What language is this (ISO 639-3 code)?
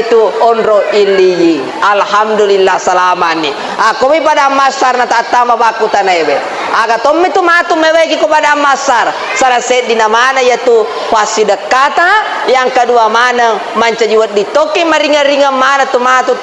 bug